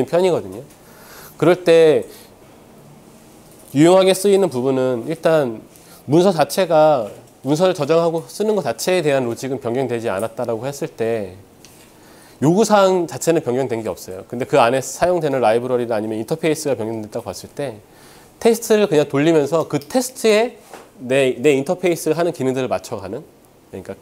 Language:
Korean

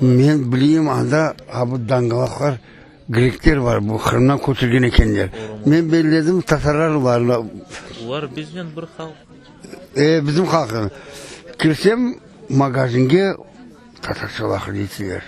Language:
Crimean Tatar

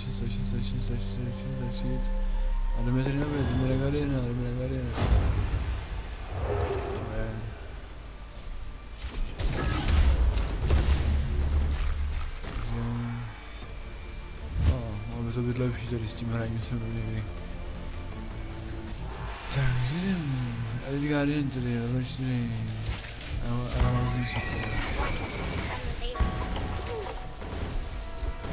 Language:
Czech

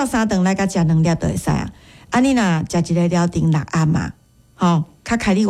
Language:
Min Nan Chinese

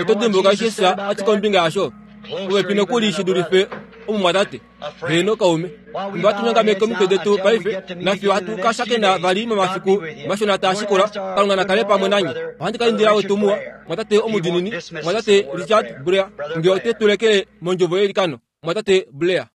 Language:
Kuanyama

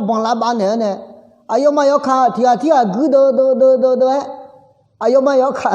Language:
Akha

